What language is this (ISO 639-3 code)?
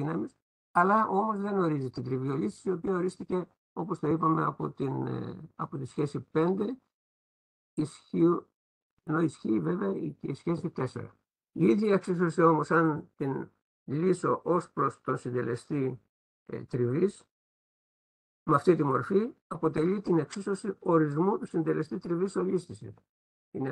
ell